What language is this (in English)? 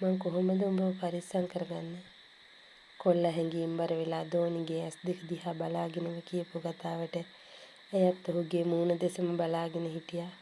Sinhala